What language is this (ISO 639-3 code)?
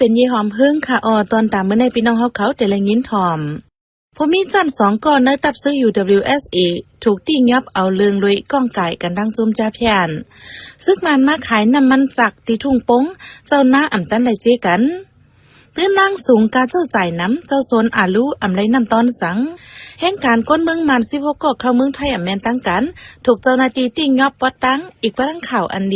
shn